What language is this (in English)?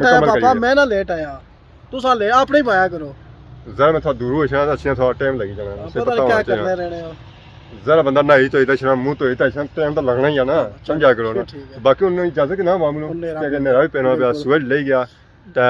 Pahari-Potwari